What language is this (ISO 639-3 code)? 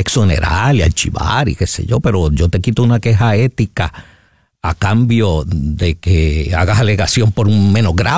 spa